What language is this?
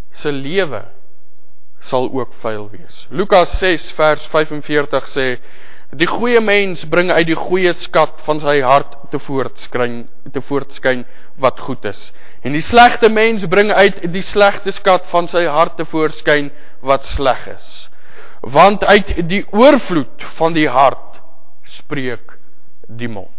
Afrikaans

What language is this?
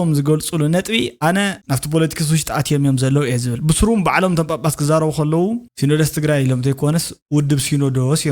Tigrinya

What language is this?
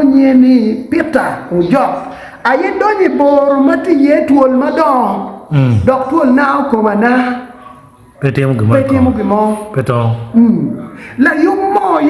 Acoli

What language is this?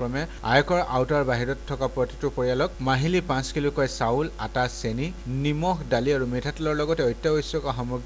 Assamese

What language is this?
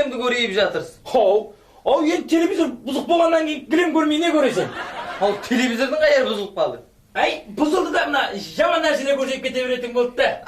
Kara-Kalpak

